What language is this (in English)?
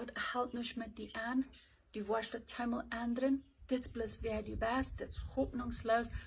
Plautdietsch